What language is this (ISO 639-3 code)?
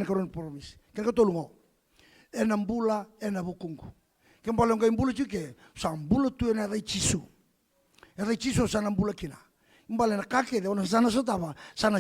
fij